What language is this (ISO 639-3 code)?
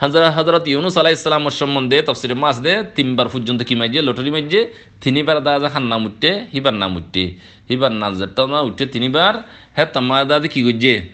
rhg